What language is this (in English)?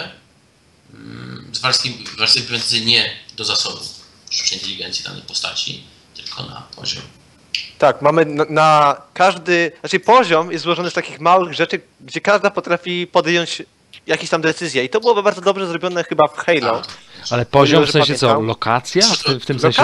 Polish